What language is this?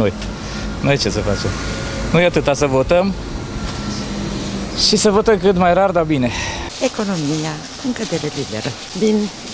Romanian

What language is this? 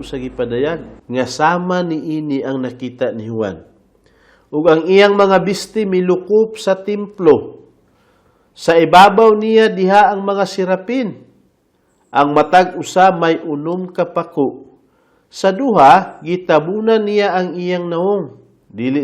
Cebuano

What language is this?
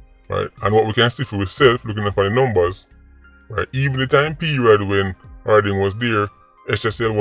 Jamaican Creole English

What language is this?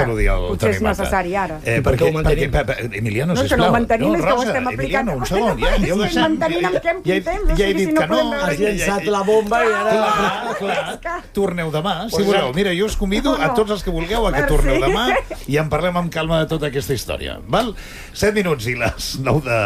Catalan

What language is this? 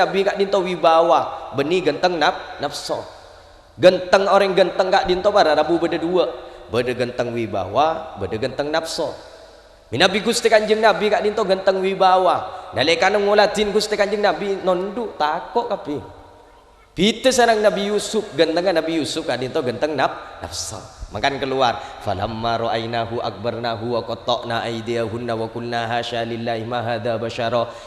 Madurese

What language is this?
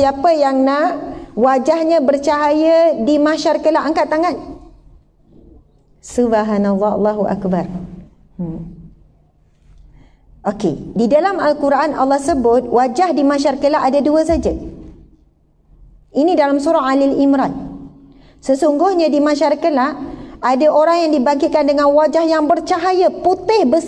Malay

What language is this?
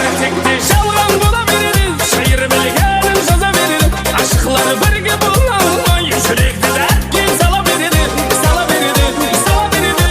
Kara-Kalpak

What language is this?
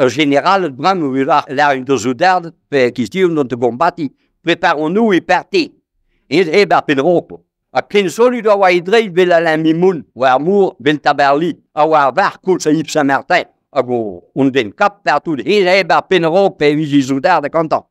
Breton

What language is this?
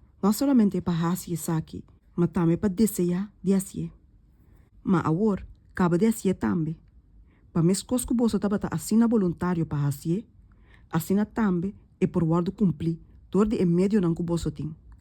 Papiamento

